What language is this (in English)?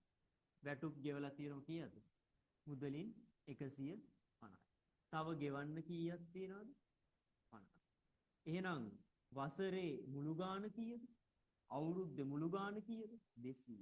Sinhala